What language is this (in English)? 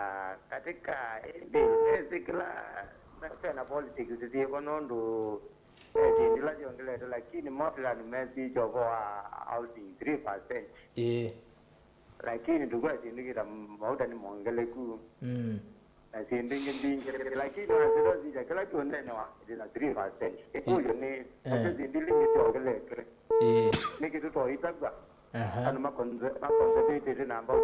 Kamba